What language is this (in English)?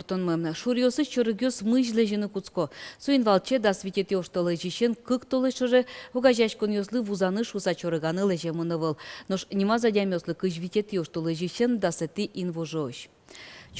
Udmurt